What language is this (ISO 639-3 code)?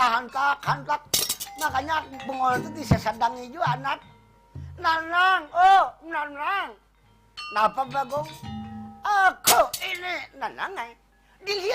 bjn